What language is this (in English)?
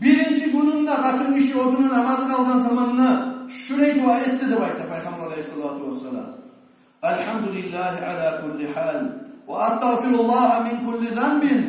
Kumyk